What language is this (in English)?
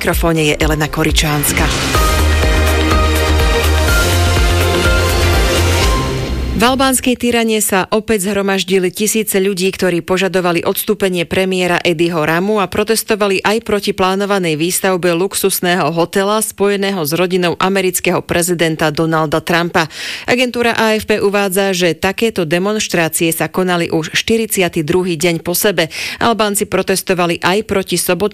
Slovak